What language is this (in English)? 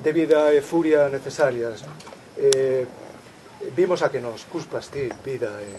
Galician